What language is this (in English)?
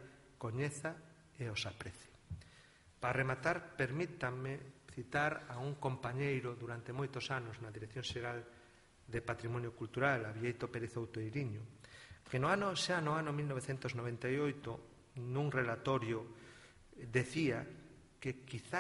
Galician